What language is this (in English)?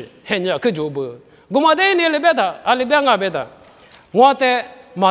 Lisu